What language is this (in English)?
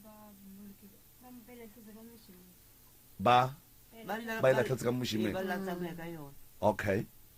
Northern Sotho